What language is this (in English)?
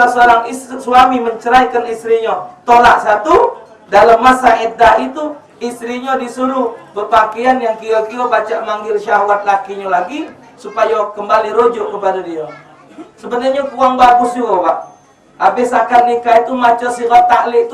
Musi